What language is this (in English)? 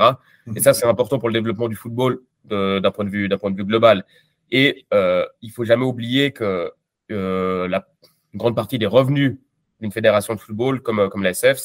French